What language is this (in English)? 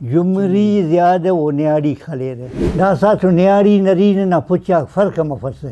Brahui